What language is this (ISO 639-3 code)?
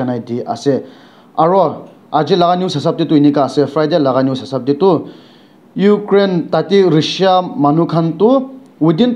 nag